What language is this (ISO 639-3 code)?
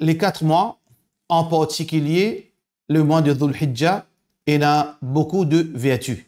mfe